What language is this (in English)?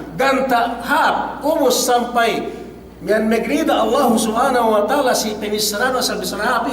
Yakan